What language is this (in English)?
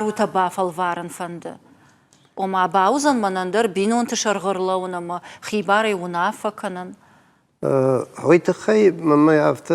Ossetic